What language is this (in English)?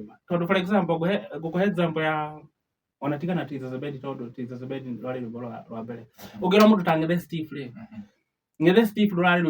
Kikuyu